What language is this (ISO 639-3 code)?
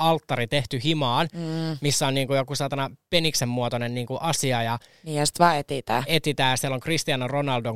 fin